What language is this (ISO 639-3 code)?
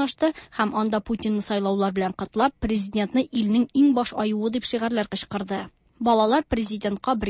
tat